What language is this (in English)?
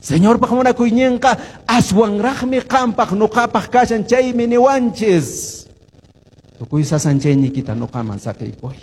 Quechua